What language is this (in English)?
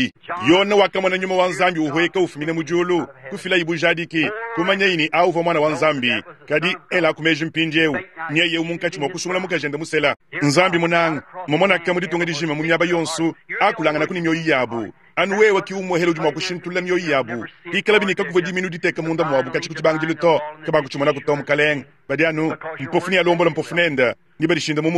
Luba-Lulua